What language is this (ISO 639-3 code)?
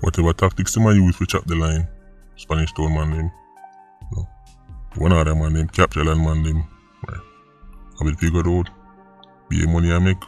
jam